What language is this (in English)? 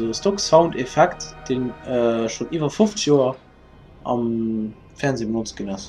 Luxembourgish